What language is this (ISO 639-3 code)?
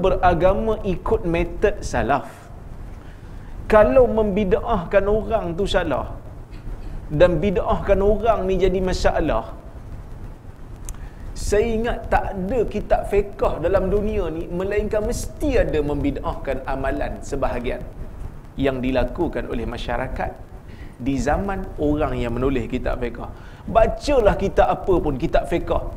msa